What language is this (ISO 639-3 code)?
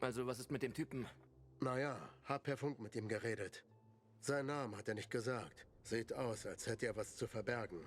gsw